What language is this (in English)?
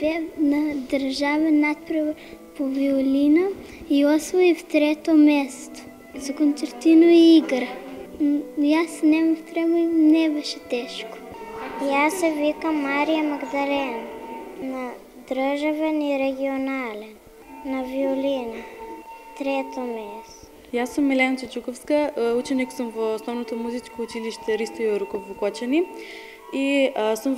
Macedonian